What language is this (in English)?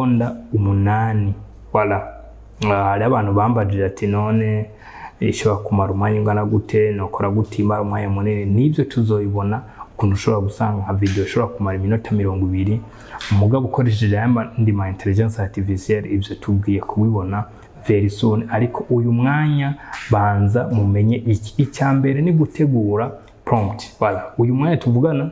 Rundi